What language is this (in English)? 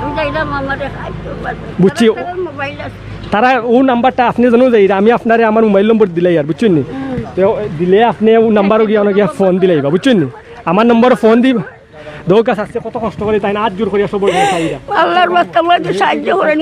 Sylheti